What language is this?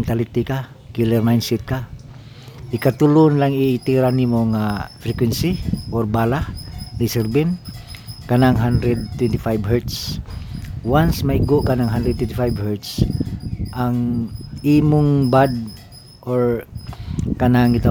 Cebuano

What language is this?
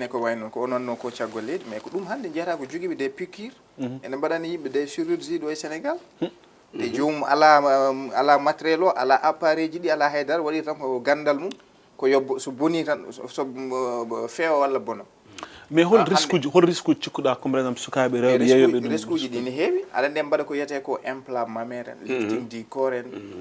Fula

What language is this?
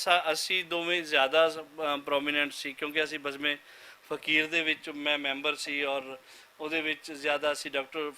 Western Panjabi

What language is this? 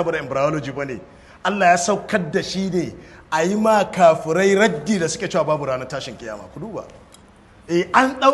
Hausa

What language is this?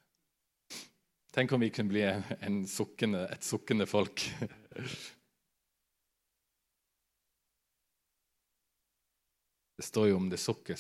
Norwegian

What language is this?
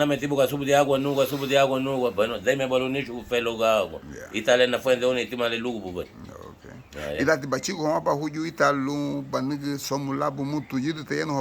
Garifuna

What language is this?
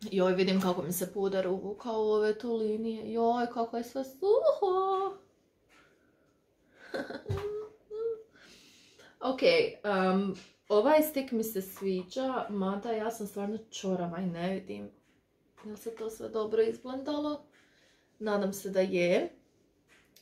Croatian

